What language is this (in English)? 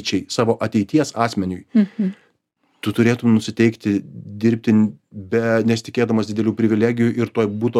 Lithuanian